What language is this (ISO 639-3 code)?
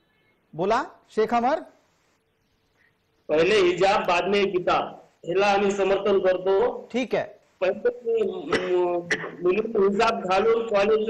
mar